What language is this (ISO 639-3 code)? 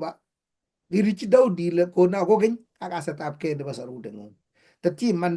kln